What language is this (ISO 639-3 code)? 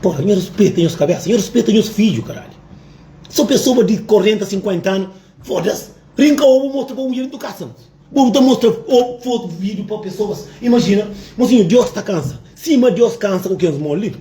kea